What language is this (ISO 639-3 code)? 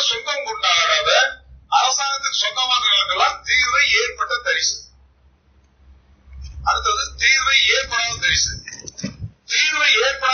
tam